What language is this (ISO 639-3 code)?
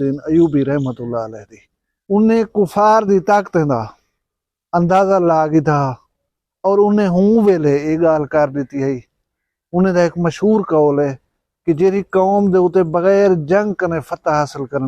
skr